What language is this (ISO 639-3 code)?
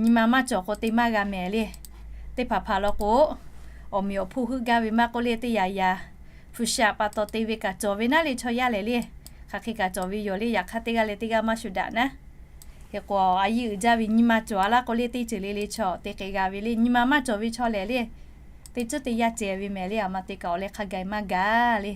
lhu